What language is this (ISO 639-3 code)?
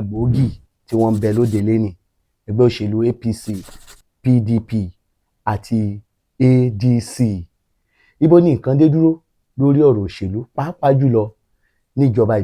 yor